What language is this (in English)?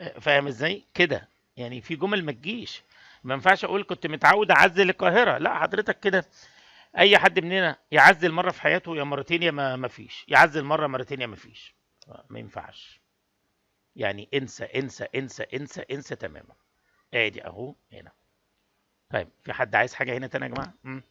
Egyptian Arabic